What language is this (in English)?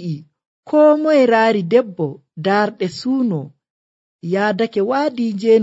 Nigerian Fulfulde